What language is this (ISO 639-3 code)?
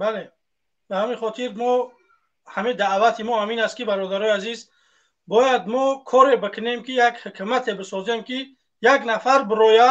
tgk